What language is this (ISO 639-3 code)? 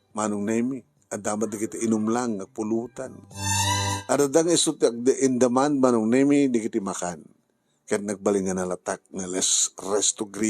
ilo